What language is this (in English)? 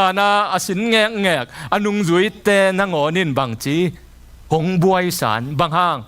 Tedim Chin